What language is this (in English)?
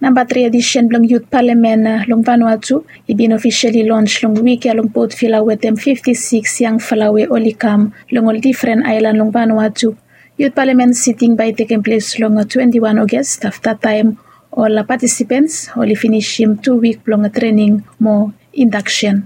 Bislama